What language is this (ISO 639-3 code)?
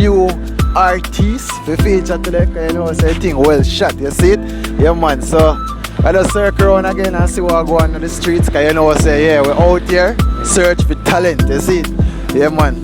jam